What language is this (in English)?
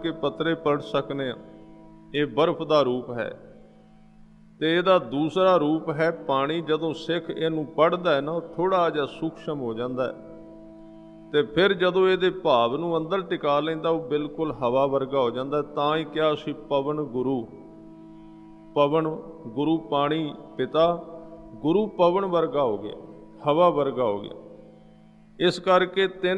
Punjabi